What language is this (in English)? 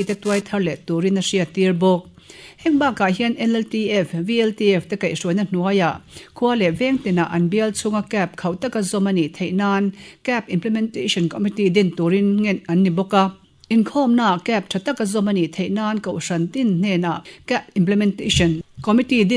Mizo